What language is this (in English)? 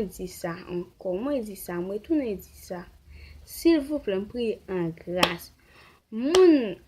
Haitian Creole